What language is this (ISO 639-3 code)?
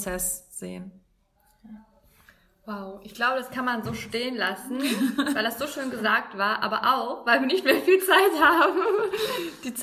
deu